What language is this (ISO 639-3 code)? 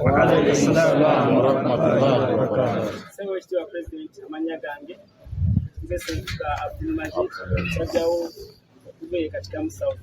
lug